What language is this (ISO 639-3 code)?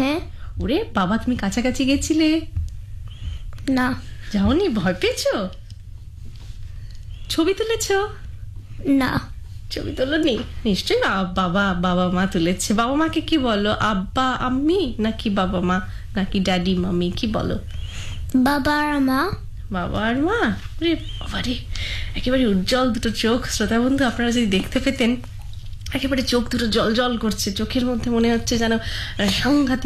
ben